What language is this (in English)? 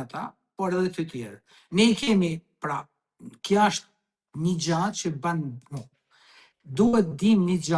Albanian